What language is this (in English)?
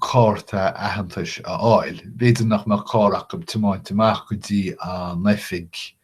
Irish